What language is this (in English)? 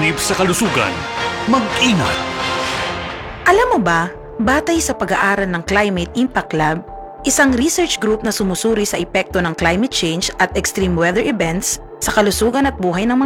Filipino